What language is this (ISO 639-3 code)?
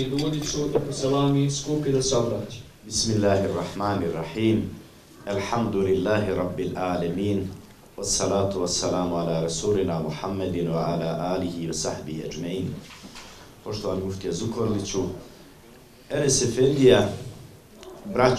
bos